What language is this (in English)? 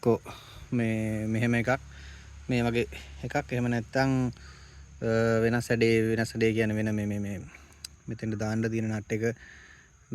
Sinhala